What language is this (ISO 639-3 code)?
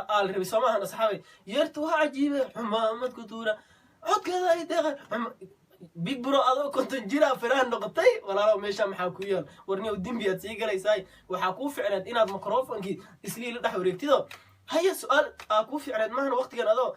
som